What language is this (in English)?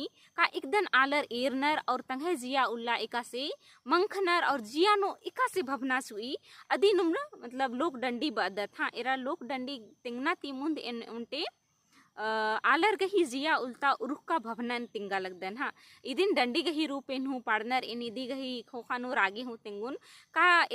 Kurukh